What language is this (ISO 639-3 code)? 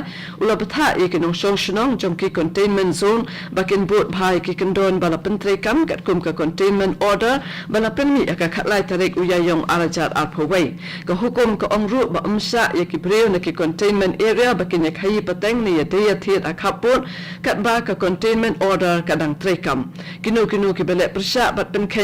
kha